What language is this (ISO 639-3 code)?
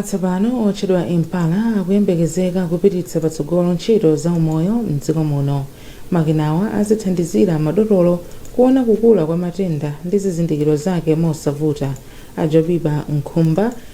nya